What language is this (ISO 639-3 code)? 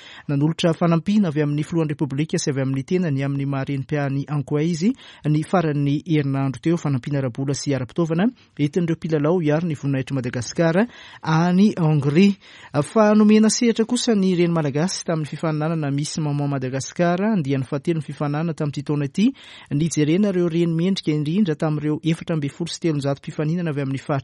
mlg